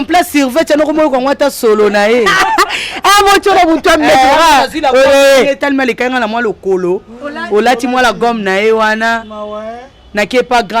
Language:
Lingala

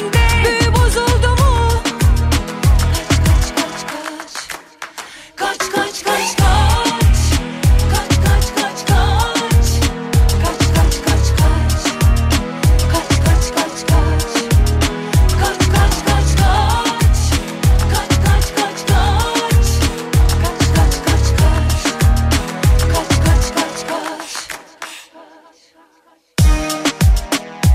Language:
Turkish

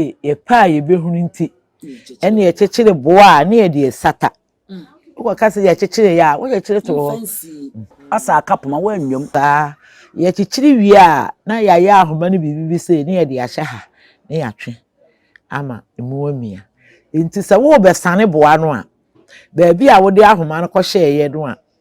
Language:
Akan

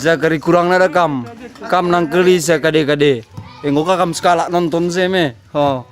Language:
Batak Karo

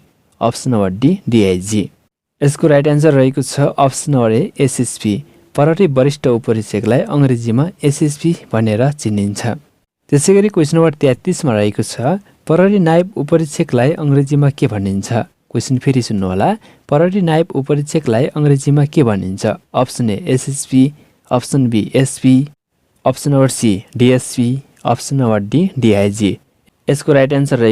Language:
Nepali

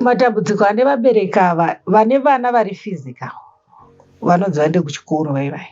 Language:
Shona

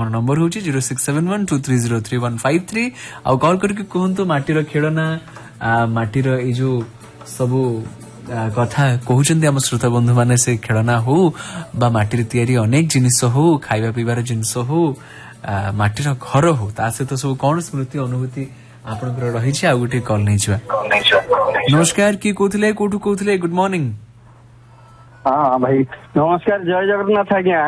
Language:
Odia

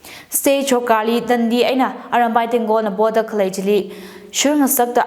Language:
Tangkhul Naga (India)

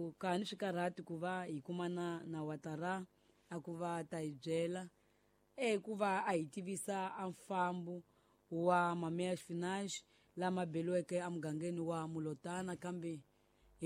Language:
Tsonga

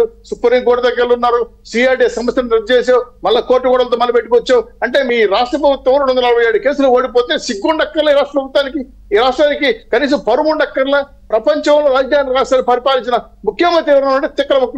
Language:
Telugu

